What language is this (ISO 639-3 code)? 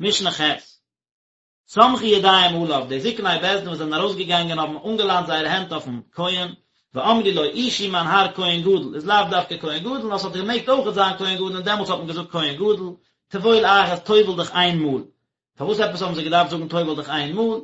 yid